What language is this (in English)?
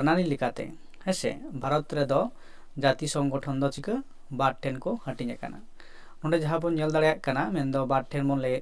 Santali